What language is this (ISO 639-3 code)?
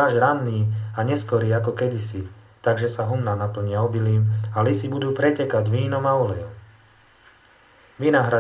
slk